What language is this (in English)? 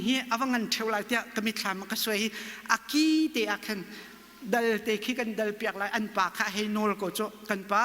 Hakha Chin